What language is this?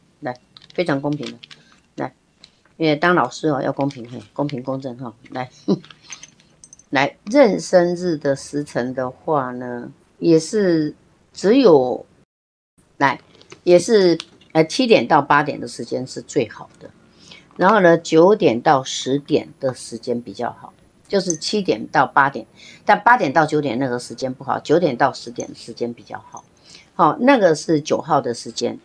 Chinese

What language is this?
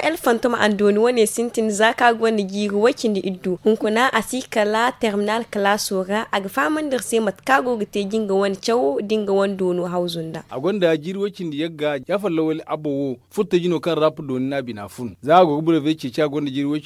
Zarma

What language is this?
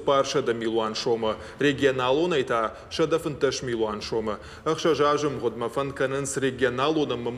Ossetic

